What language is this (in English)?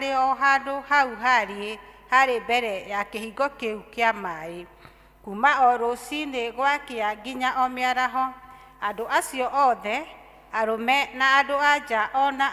Kikuyu